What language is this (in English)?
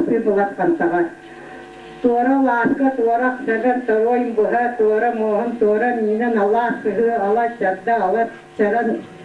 Yakut